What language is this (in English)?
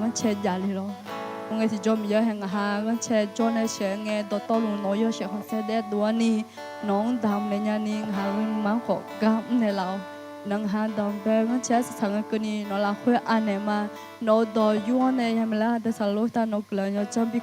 Akha